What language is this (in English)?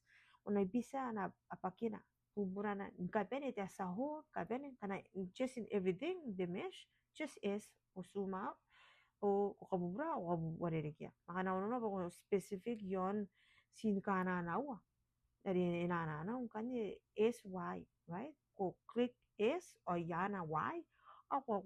Gilbertese